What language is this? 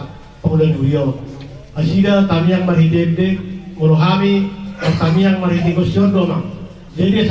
Batak Toba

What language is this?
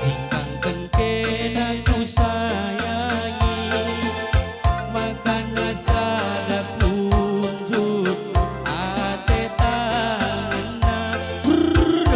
Batak Karo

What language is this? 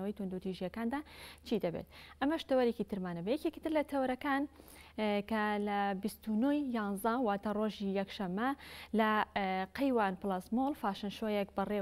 Central Kurdish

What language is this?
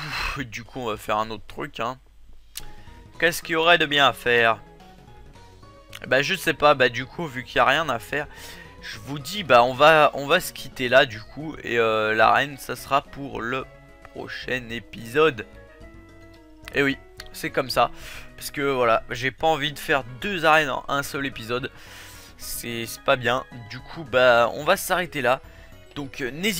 French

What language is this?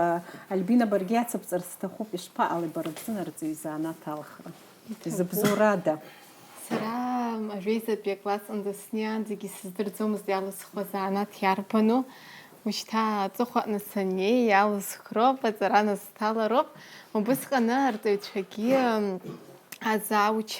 Abkhazian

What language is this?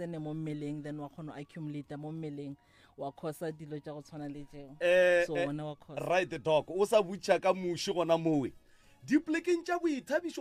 Northern Sotho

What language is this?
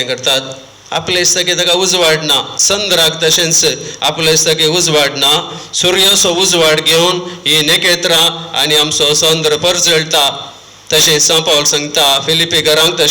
Konkani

